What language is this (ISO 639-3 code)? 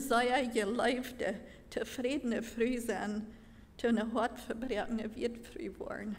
pdt